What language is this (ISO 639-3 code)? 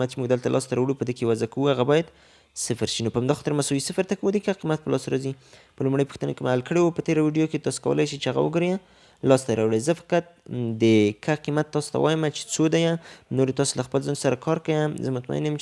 pus